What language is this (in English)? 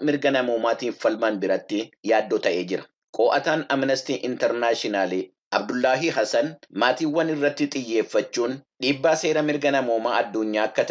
Oromo